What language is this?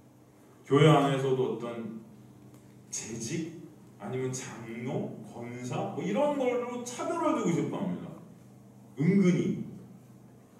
Korean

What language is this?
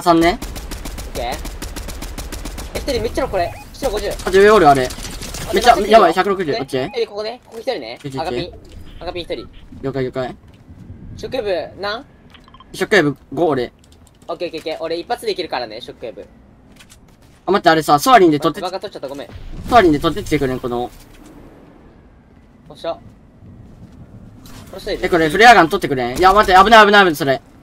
Japanese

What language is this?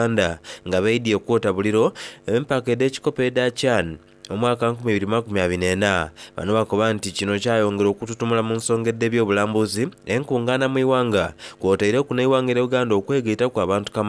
Soga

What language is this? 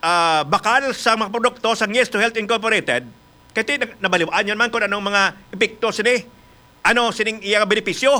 Hiligaynon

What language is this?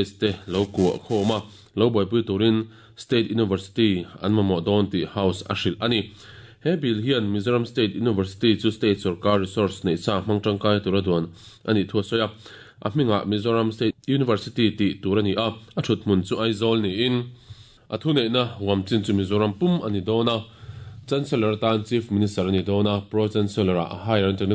Mizo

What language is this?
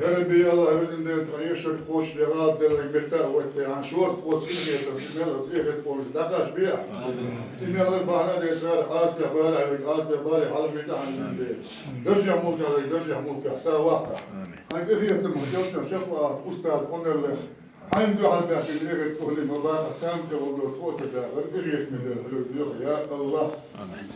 Chechen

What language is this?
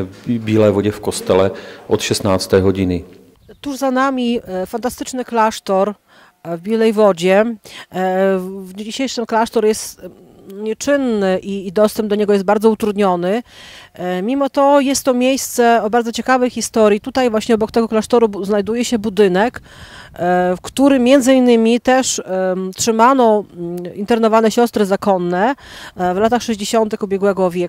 Polish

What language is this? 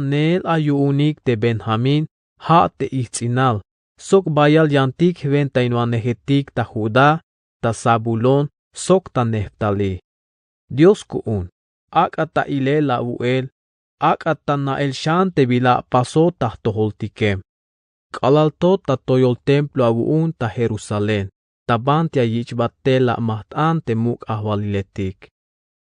Tzeltal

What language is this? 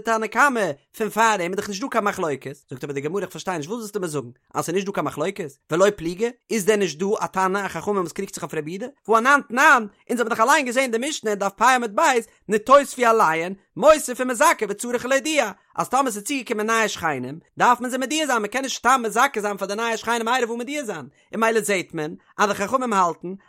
Yiddish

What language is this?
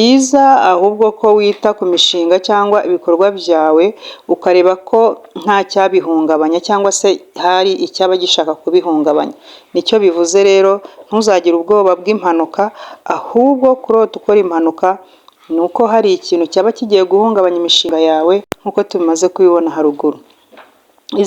Kinyarwanda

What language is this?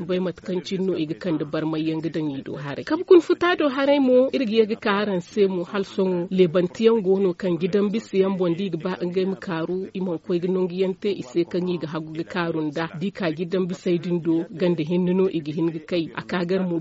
Zarma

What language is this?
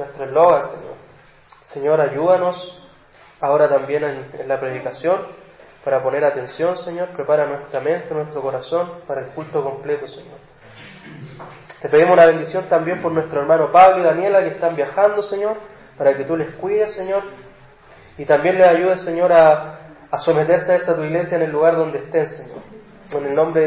Spanish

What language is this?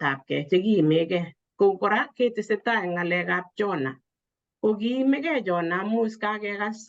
Kalenjin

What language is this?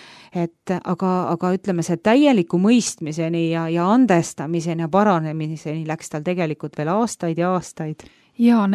Estonian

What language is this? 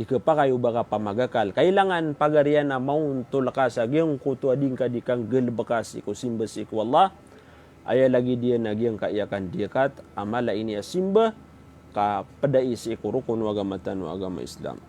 Maranao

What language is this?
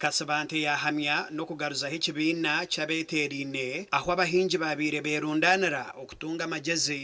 Nyankole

